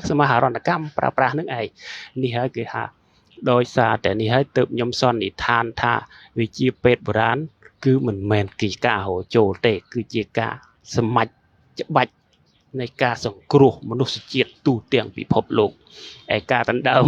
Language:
Khmer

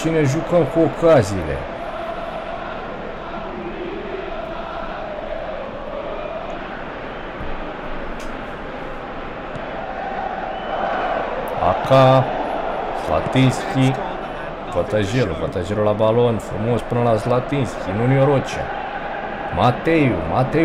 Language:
Romanian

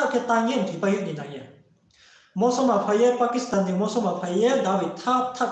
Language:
Riang (India)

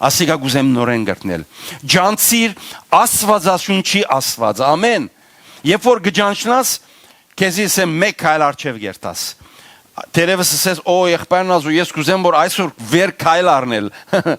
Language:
Western Armenian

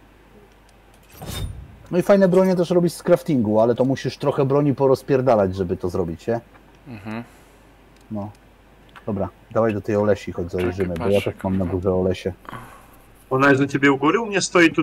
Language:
Polish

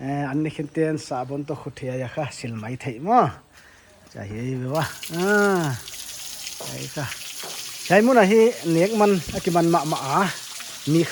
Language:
Paite Chin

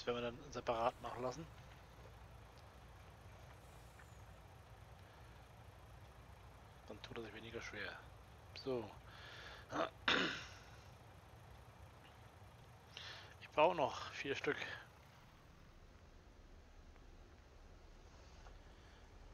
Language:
German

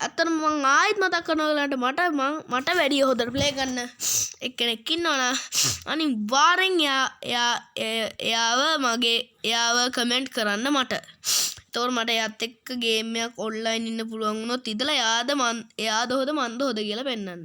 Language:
Sinhala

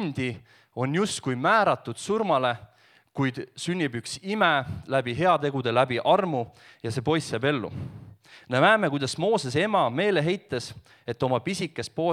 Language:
Estonian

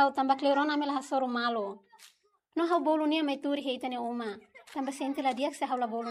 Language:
Tetum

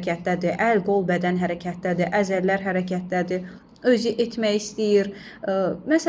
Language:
Azerbaijani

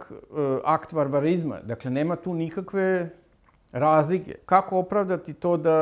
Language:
Serbian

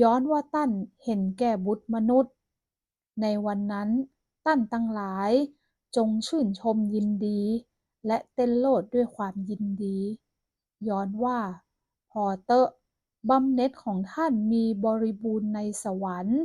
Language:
Northern Thai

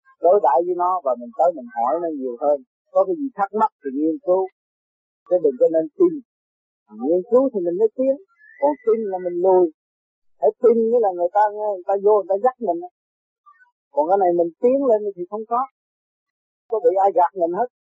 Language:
Vietnamese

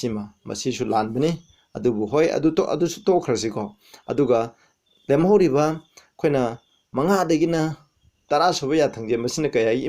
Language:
Manipuri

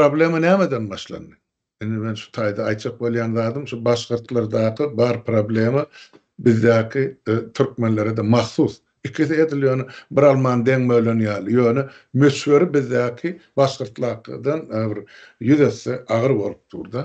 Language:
Turkmen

